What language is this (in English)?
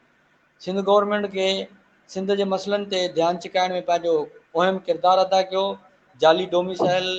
Sindhi